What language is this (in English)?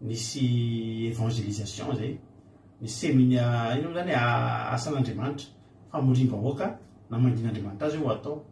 Malagasy